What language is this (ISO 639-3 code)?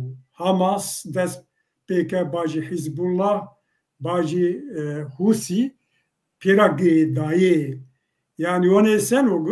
zza